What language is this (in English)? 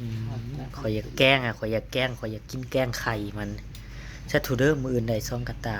Northeastern Thai